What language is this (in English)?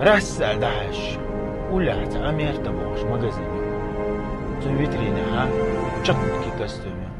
Chechen